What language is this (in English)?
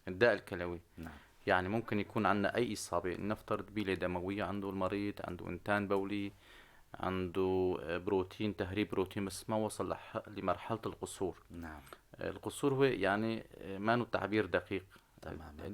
North Levantine Arabic